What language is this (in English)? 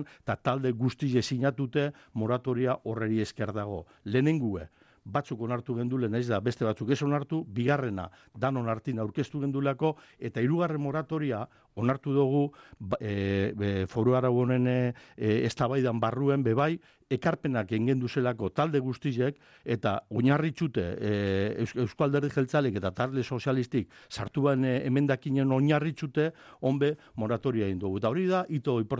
Basque